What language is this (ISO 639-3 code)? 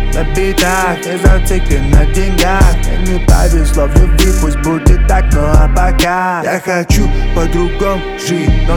rus